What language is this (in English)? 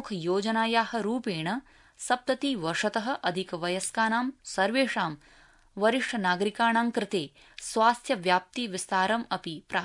Sanskrit